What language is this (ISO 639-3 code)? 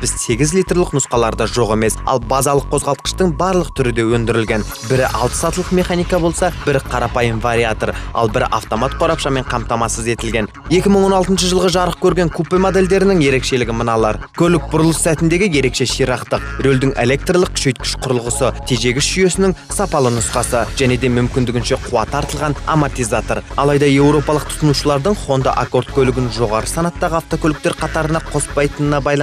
kaz